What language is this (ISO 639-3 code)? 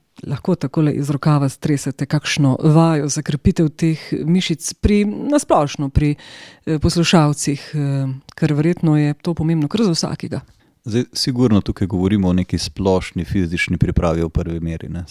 slv